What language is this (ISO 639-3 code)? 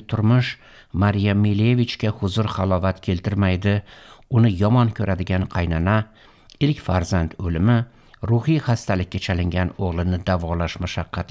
uzb